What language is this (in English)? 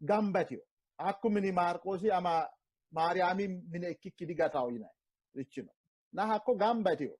Sidamo